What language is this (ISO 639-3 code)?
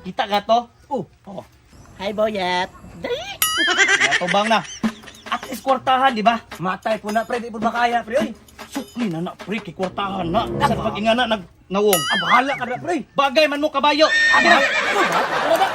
ceb